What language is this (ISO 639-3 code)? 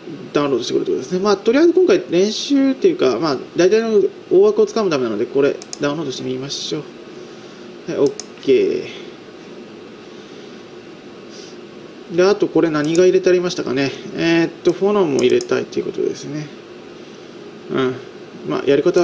jpn